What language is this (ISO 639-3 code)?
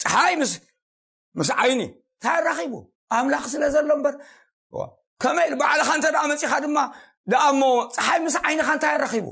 tir